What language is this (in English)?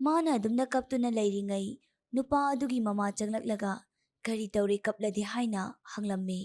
Manipuri